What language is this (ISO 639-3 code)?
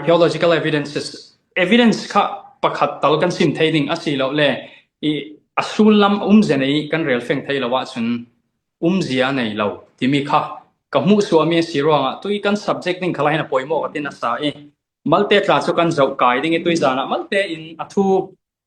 cfm